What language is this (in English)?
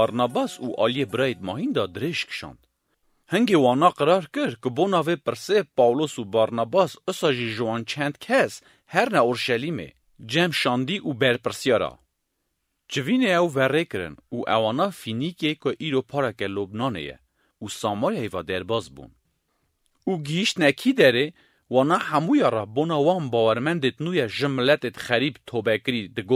Kurdish